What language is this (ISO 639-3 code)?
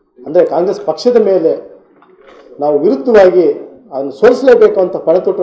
kan